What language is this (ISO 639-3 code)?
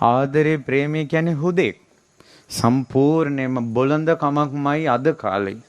sin